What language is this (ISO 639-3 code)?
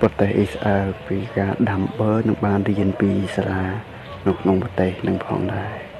khm